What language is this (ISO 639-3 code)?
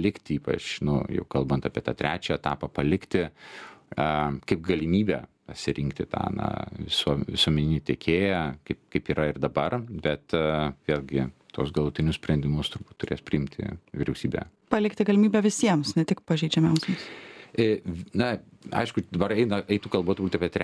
lit